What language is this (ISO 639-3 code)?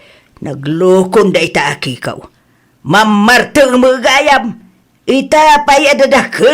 ilo